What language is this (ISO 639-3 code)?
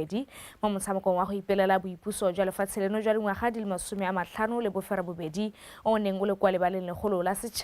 tsn